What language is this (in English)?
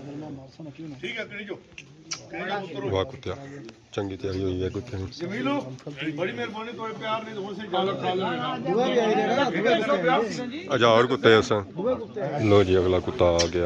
Pahari-Potwari